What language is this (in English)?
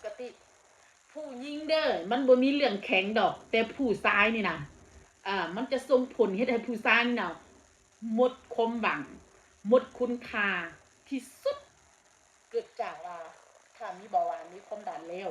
Northeastern Thai